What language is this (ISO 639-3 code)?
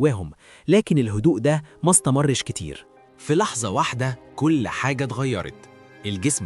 arz